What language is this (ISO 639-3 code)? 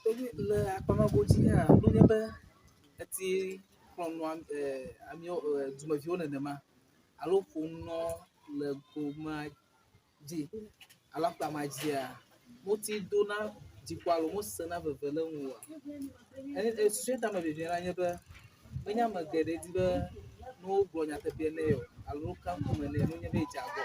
ewe